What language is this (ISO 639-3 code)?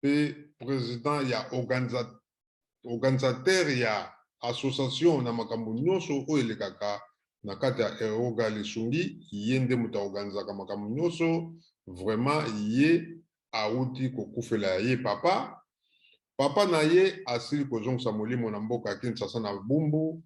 lin